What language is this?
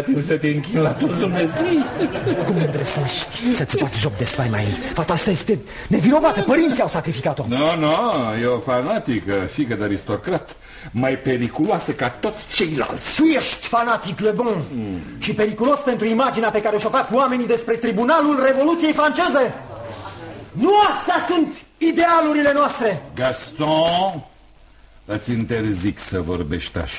Romanian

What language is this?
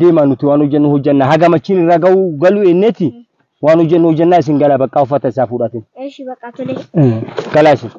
Oromo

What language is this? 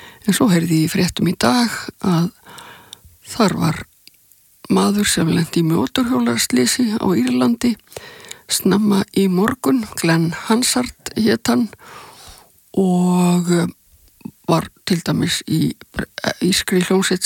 Icelandic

